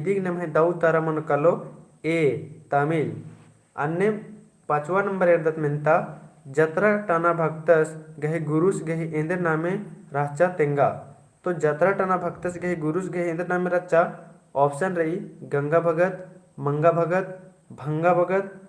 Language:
Kurukh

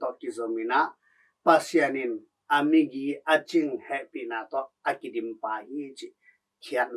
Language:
Tedim Chin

